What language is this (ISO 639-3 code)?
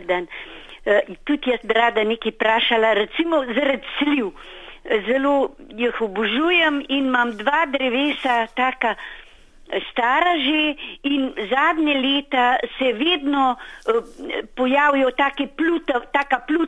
slv